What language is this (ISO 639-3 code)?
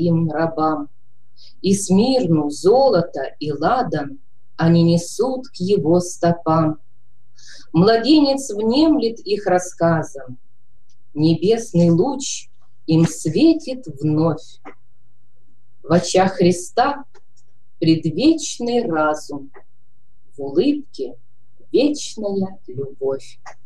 rus